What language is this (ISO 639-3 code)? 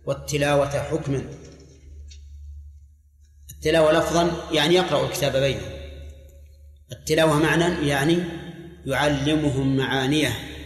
ara